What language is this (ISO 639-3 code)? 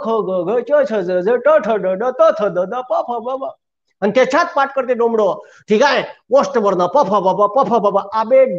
mar